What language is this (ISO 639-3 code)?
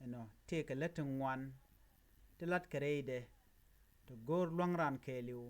nus